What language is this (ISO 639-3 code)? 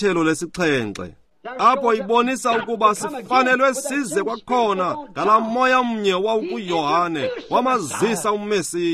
xho